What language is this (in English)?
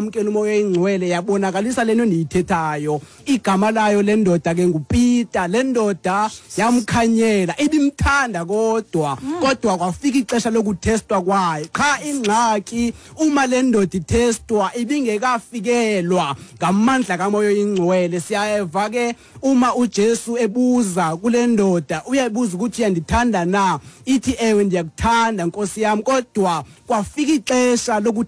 Xhosa